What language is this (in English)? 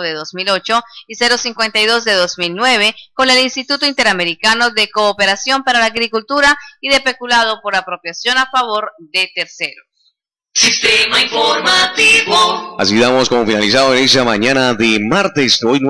Spanish